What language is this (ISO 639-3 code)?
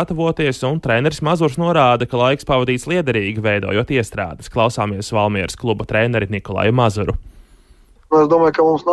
lav